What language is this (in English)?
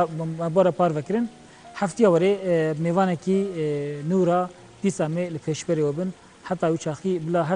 Kurdish